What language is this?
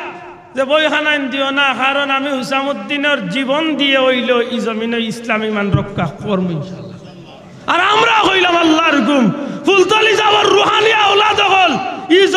Sylheti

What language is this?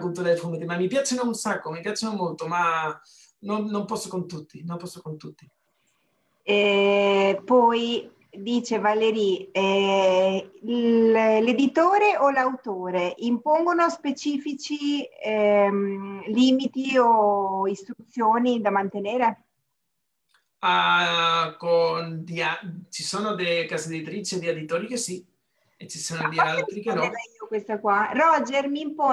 Italian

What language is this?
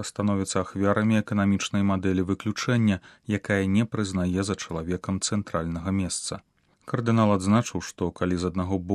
Belarusian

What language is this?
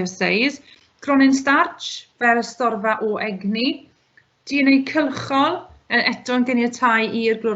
Welsh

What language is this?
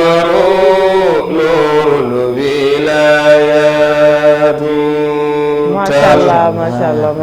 Fula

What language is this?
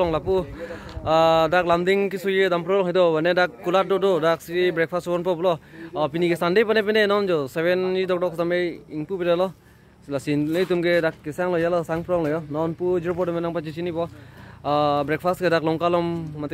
Karbi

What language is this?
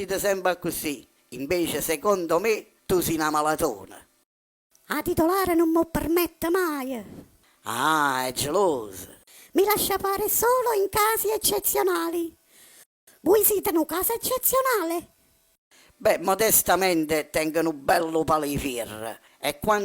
Neapolitan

